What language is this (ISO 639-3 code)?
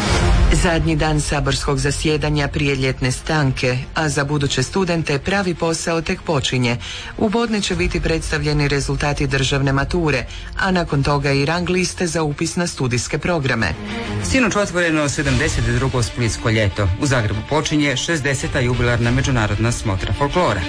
hrv